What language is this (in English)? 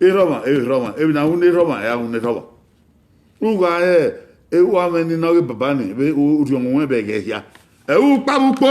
Bini